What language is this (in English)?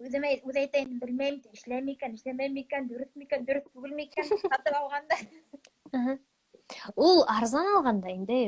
Bashkir